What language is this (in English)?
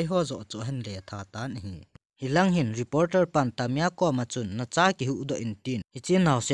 Thado Chin